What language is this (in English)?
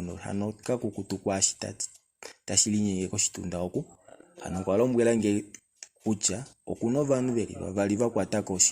Kuanyama